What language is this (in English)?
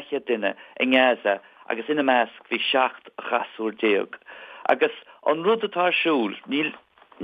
Irish